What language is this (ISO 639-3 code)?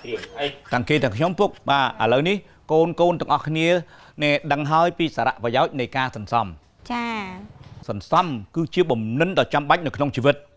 khm